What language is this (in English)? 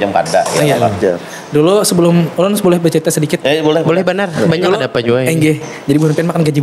Banjar